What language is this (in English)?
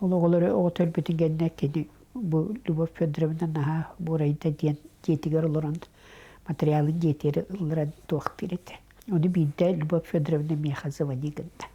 Yakut